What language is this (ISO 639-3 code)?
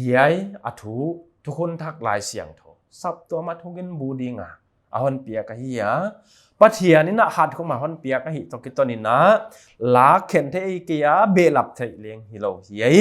pck